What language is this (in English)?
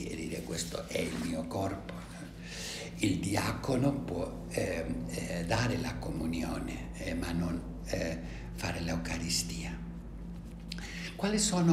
Italian